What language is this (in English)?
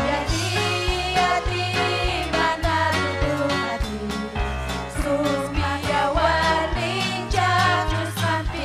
Ayacucho Quechua